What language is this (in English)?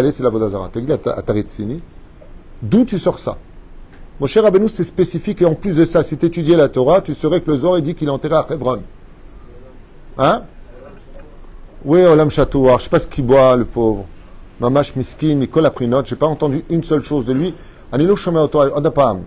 French